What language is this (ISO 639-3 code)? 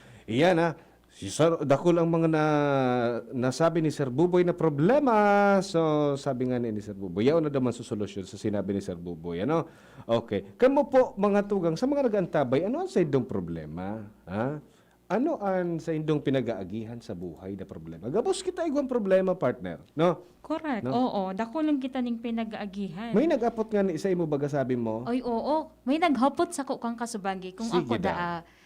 bik